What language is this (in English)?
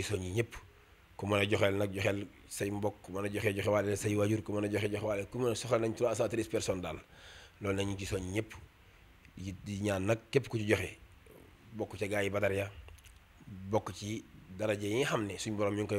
Wolof